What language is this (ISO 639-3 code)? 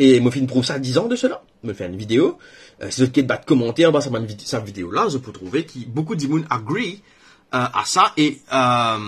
mfe